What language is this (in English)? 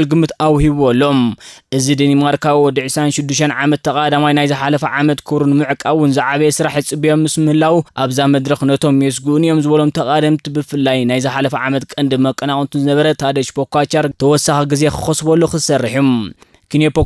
Tigrinya